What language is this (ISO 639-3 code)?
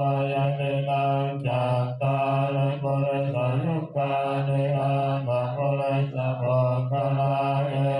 pli